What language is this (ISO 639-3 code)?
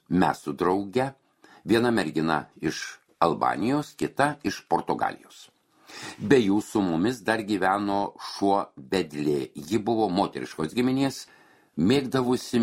lit